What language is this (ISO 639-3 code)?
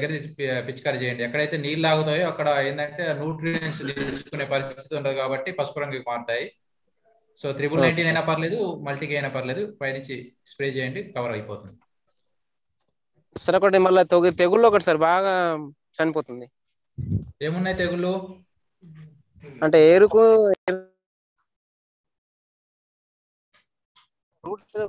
tel